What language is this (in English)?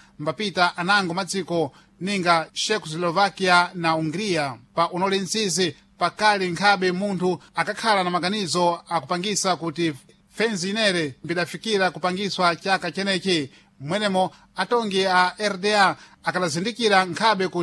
Sena